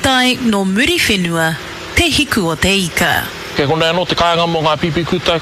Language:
Māori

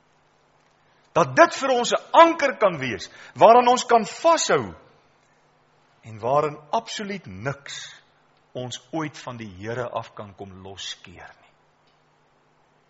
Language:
Afrikaans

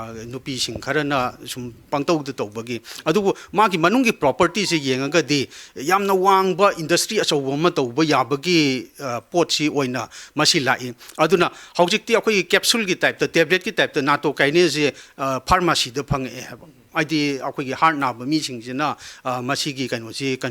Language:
Manipuri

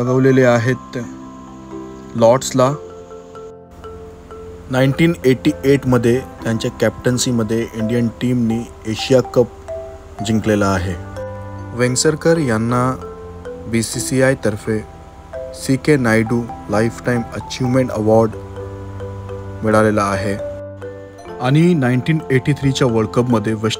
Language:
Marathi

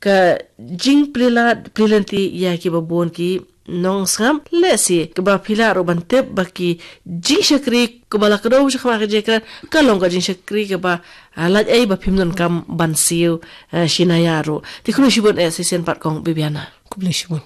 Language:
Khasi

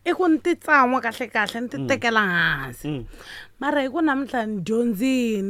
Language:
Tsonga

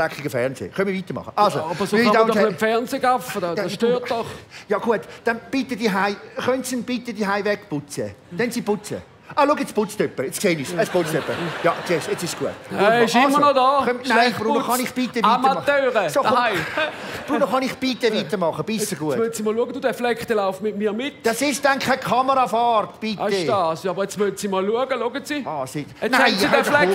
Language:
Swiss German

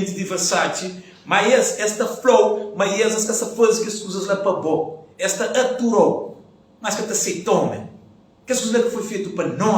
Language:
Kabuverdianu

